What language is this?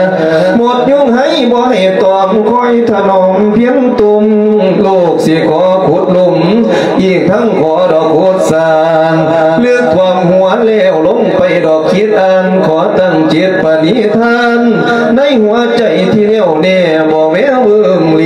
Lao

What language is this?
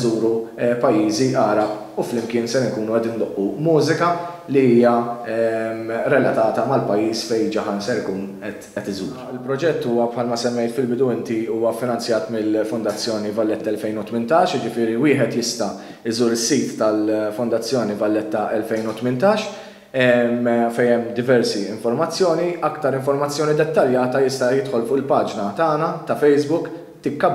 Maltese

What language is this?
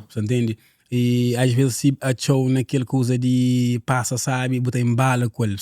Kabuverdianu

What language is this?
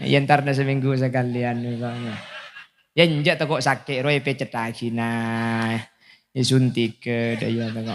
Madurese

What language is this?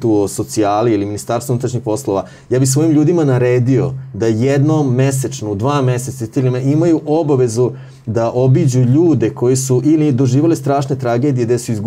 Serbian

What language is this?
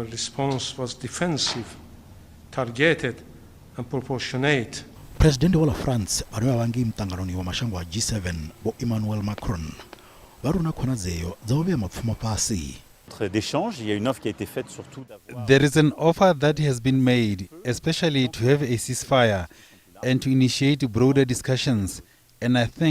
Venda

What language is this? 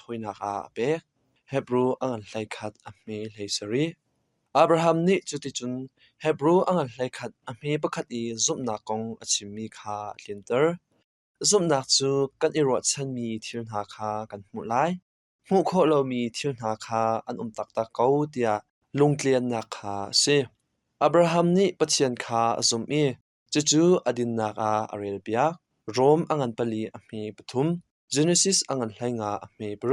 Hakha Chin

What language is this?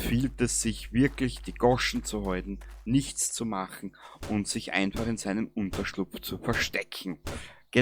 Bavarian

